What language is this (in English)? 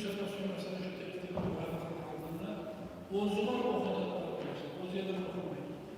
Kumyk